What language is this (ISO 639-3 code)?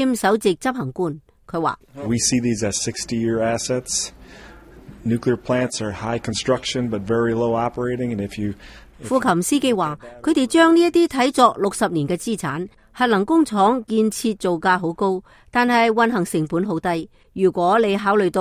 yue